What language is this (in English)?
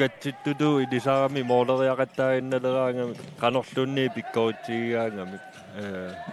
Kalaallisut